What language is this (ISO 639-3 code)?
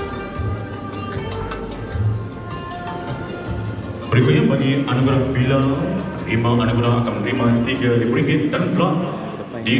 msa